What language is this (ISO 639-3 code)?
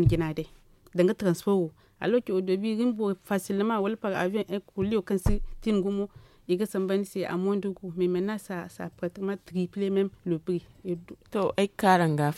dje